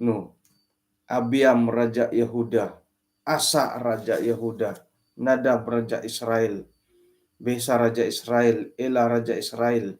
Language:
Central Dusun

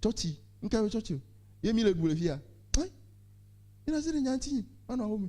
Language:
Ewe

